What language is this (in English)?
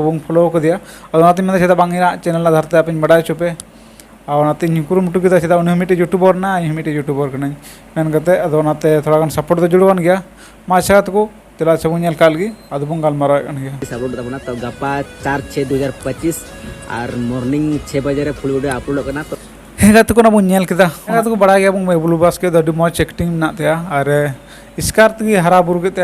Santali